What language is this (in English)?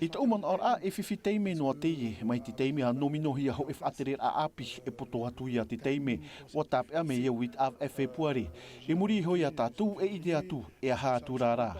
Tahitian